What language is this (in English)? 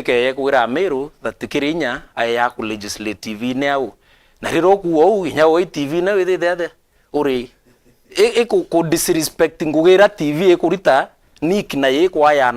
Meru